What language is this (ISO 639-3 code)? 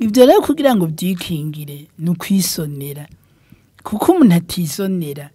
run